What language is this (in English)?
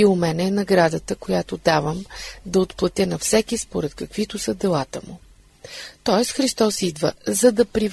Bulgarian